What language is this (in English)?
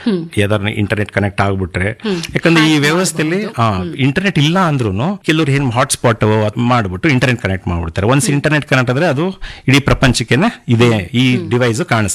Kannada